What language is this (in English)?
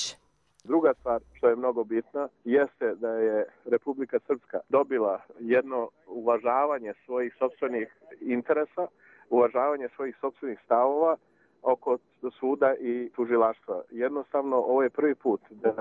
Croatian